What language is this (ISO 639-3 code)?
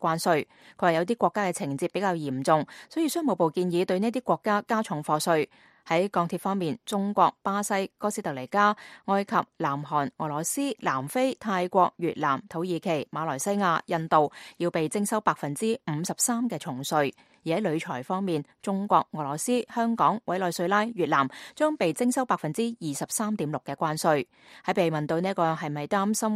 yue